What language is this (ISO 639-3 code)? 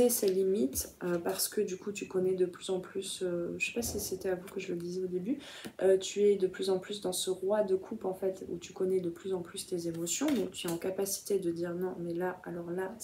fra